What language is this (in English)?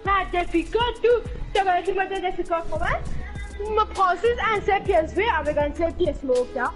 Morisyen